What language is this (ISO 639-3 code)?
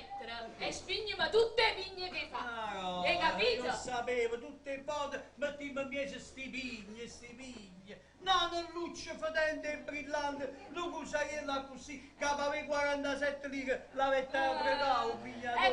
nap